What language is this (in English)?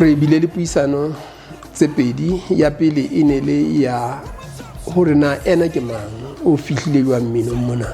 Southern Sotho